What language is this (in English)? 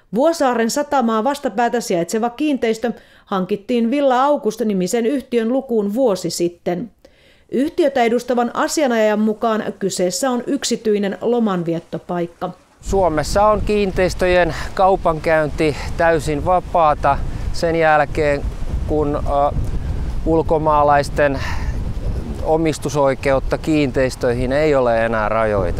Finnish